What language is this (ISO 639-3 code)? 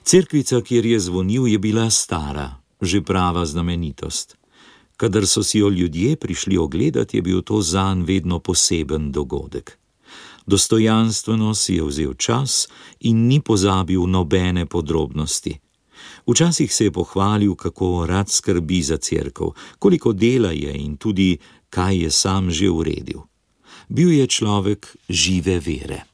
slv